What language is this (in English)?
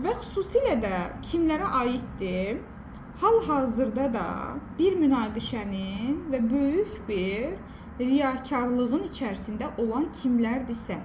Azerbaijani